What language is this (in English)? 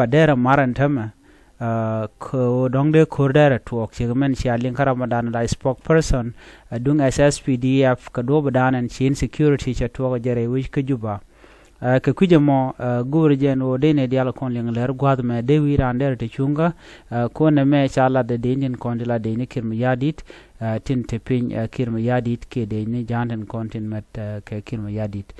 Nuer